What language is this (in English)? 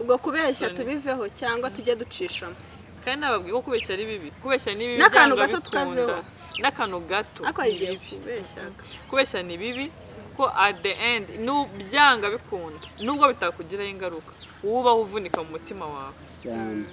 Kinyarwanda